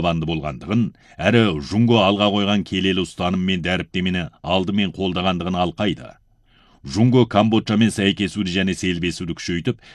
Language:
Kazakh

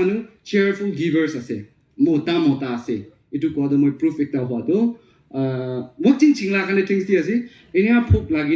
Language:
Naga Pidgin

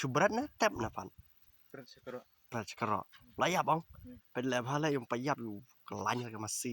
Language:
Khasi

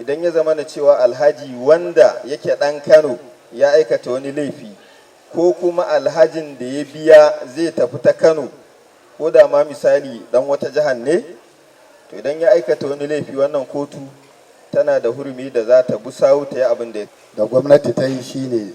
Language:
Hausa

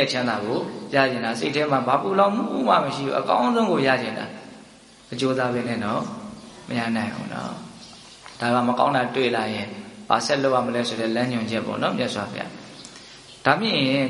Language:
Burmese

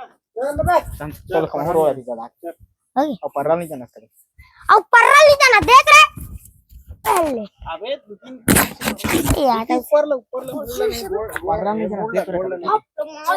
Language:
Chhattisgarhi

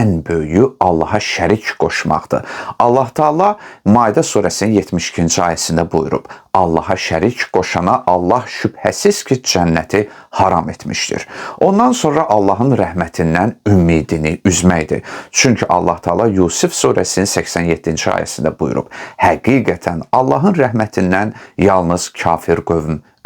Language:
Azerbaijani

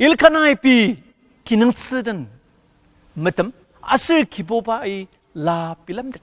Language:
Ao Naga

